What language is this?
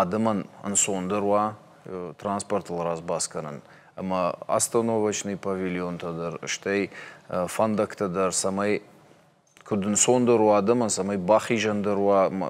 Ossetic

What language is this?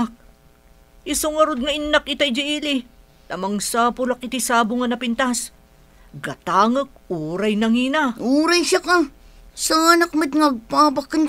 Iloko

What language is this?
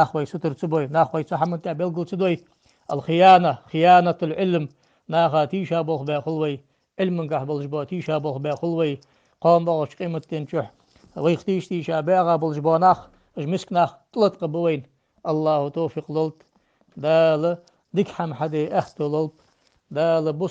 Ingush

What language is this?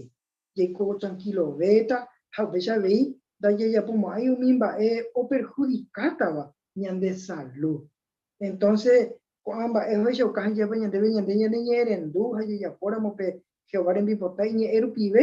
Guarani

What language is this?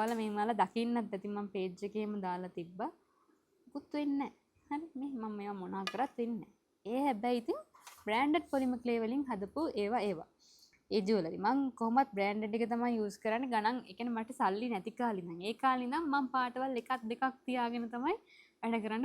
Sinhala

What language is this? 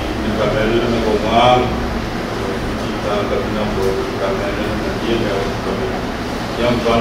Pohnpeian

